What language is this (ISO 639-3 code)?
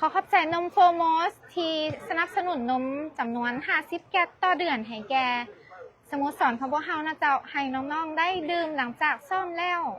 lao